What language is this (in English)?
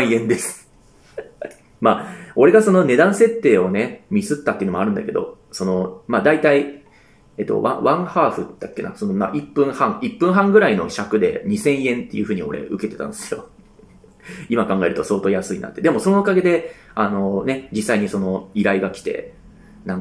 Japanese